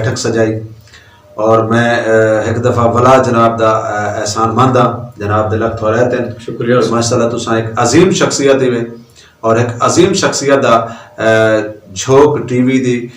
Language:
Saraiki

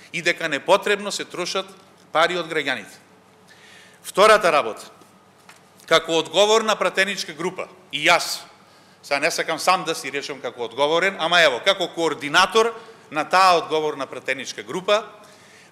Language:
Macedonian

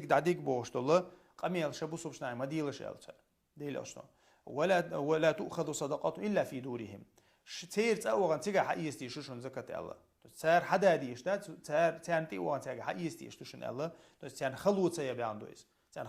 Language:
Chechen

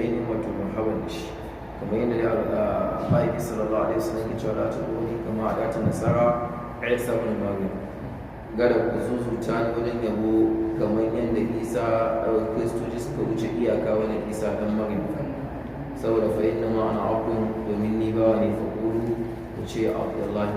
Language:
Hausa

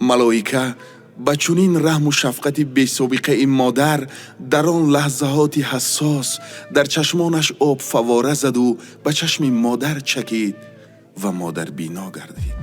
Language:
Tajik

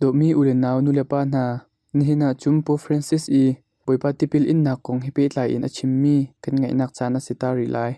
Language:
Hakha Chin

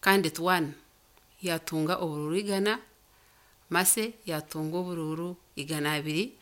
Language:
Nyankole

